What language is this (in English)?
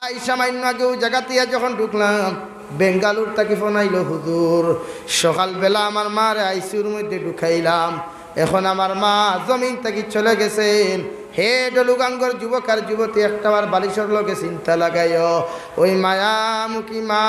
Sylheti